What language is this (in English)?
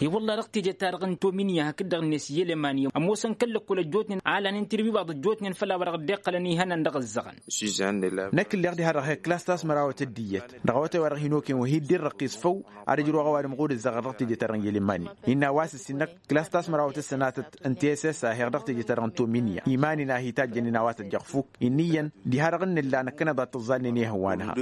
Tamasheq